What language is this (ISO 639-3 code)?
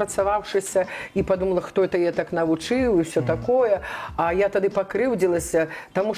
bel